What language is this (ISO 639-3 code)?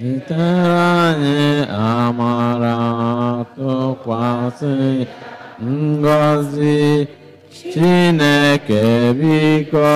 ibo